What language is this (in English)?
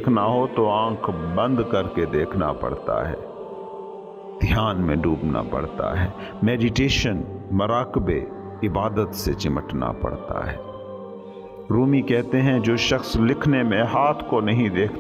Urdu